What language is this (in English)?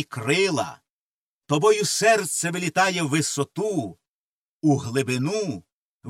Ukrainian